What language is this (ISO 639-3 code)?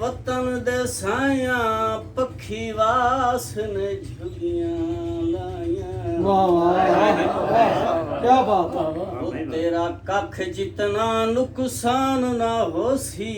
skr